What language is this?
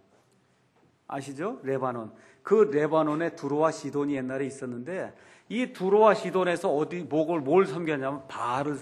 Korean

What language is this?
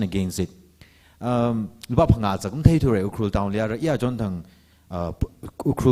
Tangkhul Naga (India)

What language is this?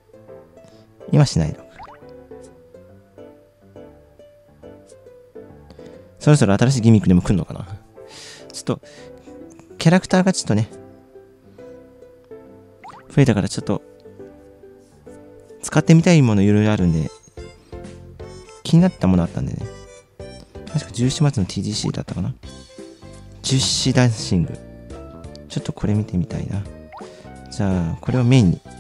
Japanese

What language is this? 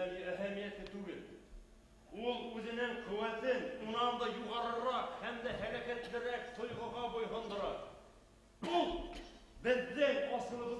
Bashkir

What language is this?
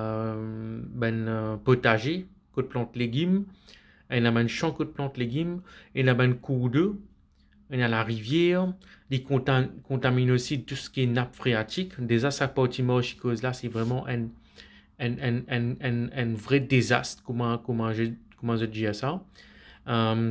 Morisyen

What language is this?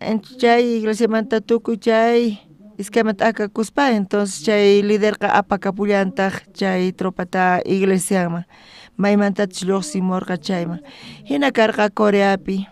South Bolivian Quechua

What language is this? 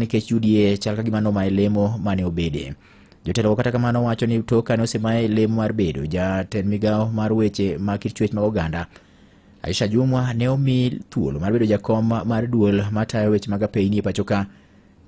Luo (Kenya and Tanzania)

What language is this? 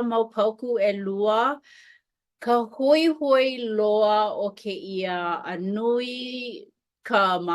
Hawaiian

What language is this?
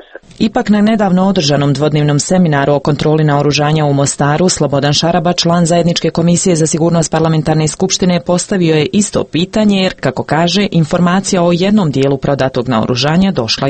Croatian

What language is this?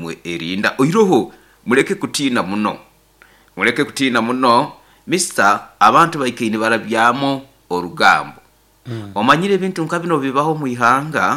Nyoro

